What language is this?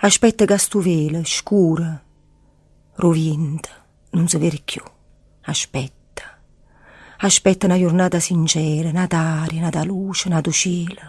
Neapolitan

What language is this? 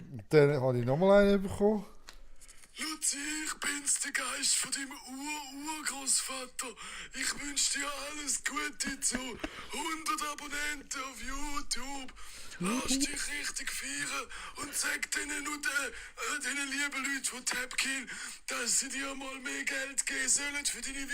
Swiss German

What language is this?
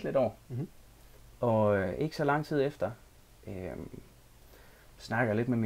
Danish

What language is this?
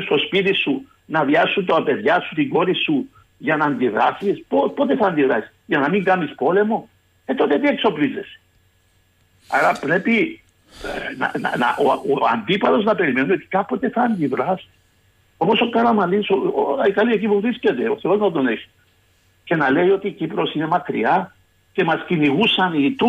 Greek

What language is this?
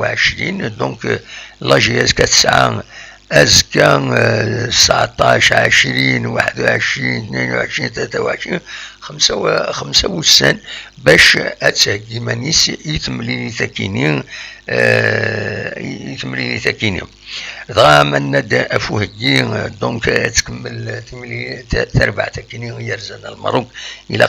Kabyle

